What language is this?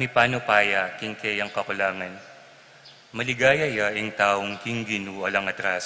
Pampanga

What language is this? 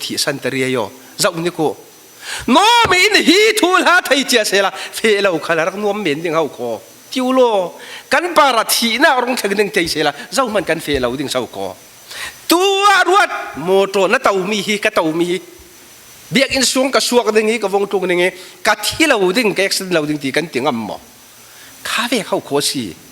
Falam Chin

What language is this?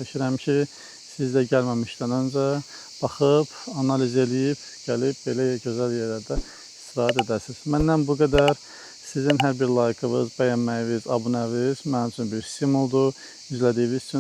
Azerbaijani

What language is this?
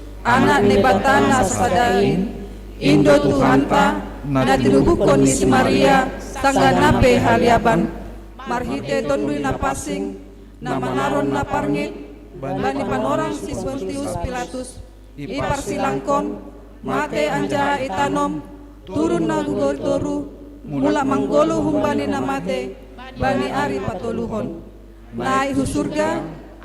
Batak Simalungun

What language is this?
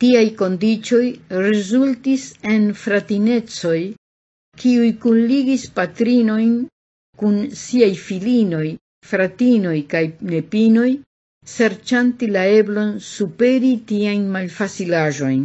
Esperanto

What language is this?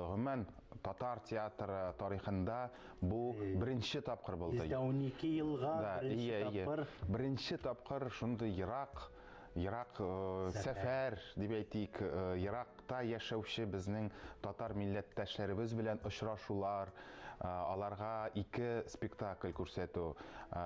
Tatar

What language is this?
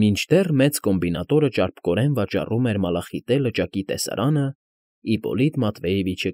Armenian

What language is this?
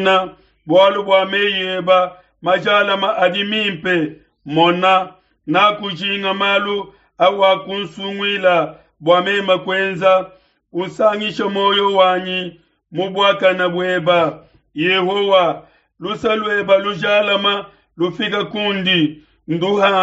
Luba-Lulua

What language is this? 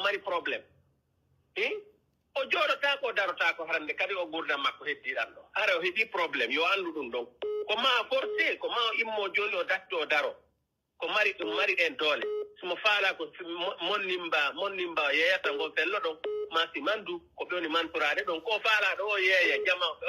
Pular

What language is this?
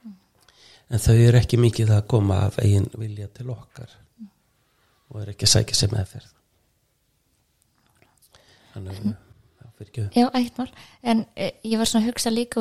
Icelandic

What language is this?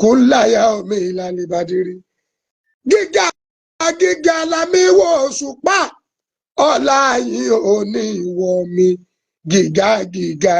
Yoruba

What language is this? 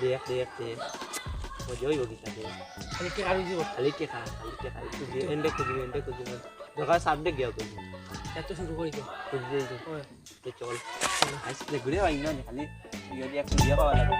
Sylheti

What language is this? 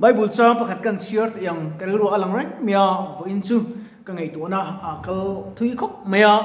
Mizo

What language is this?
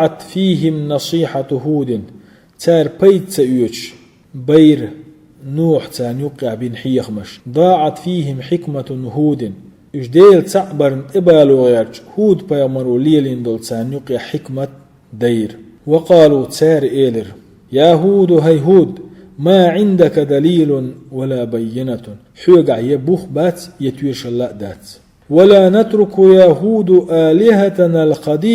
Chechen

